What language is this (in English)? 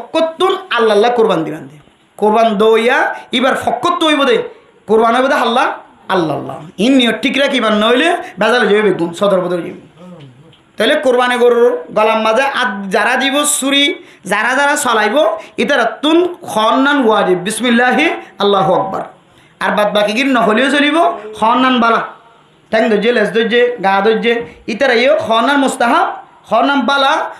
Rohingya